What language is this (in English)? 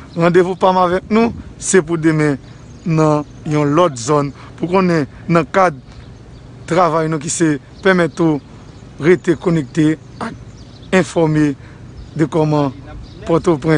Haitian Creole